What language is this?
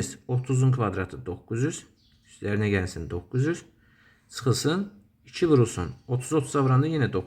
Azerbaijani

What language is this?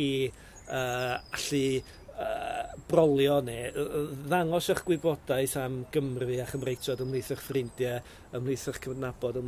Welsh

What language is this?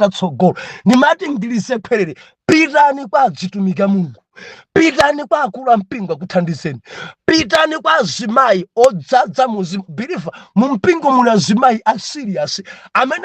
Nyanja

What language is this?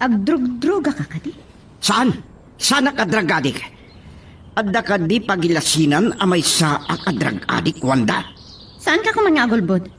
Iloko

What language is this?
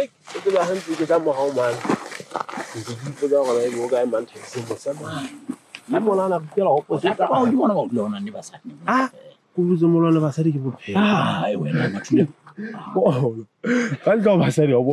Southern Sotho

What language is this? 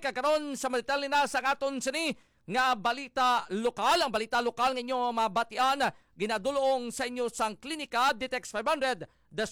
Hiligaynon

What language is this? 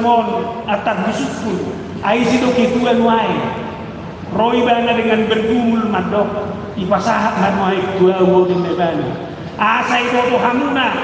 Batak Toba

